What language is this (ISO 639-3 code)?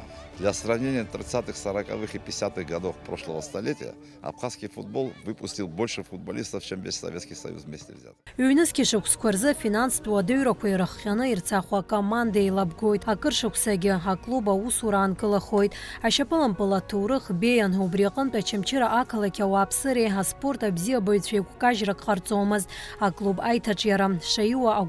abk